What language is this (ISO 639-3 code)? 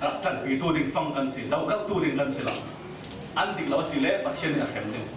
cfm